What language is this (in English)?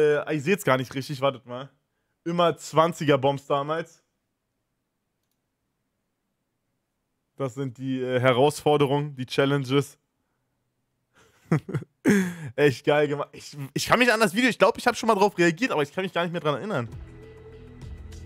German